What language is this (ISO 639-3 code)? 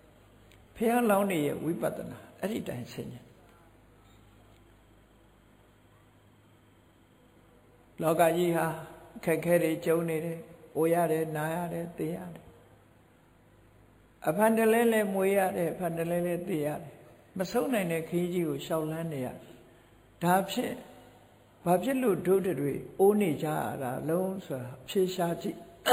mya